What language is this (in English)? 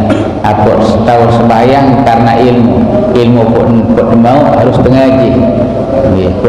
Sasak